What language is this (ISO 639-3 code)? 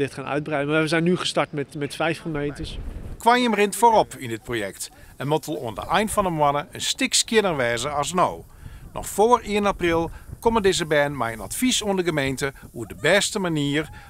fry